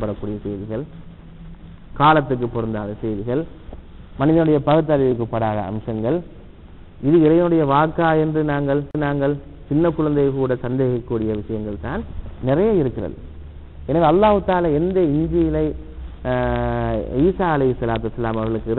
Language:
Tamil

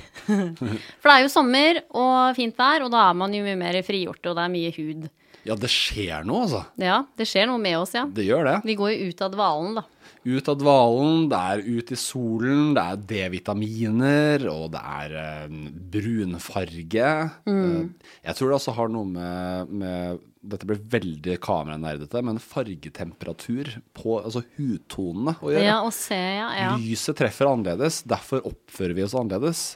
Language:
Norwegian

